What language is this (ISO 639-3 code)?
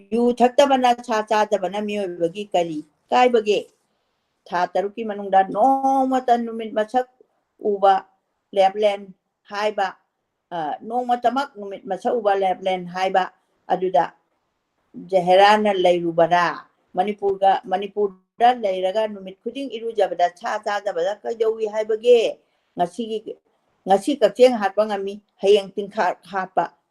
mni